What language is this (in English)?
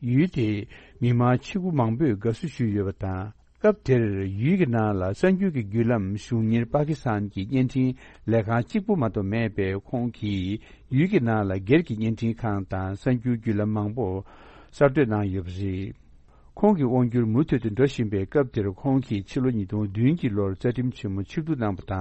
Tibetan